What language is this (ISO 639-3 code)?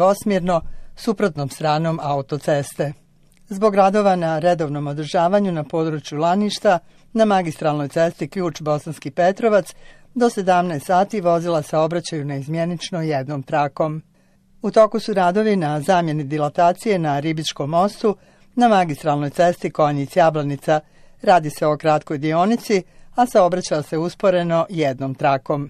bos